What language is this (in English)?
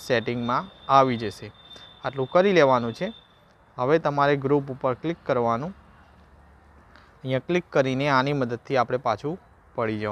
Gujarati